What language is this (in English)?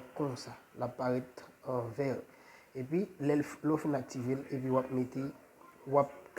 Haitian Creole